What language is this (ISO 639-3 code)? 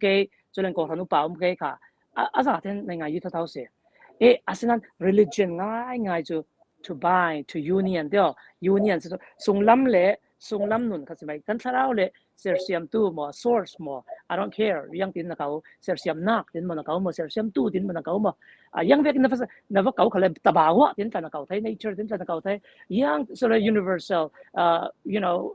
cfm